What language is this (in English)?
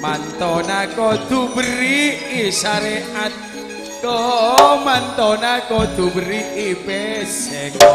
Madurese